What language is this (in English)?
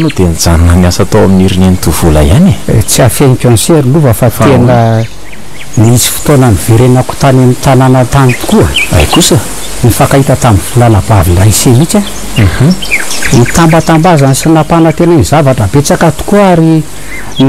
Malagasy